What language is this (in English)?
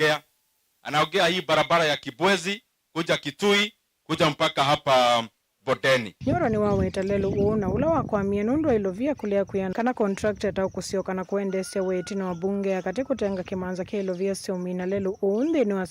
Kamba